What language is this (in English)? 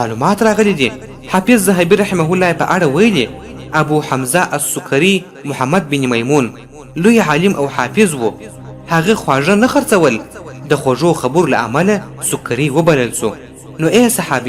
Pashto